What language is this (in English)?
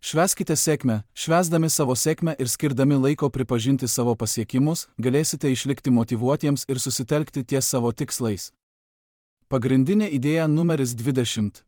Lithuanian